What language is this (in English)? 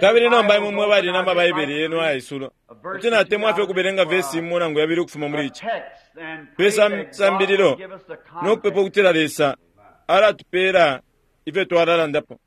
Bemba